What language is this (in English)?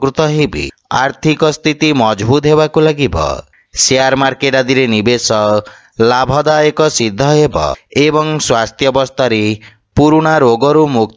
Odia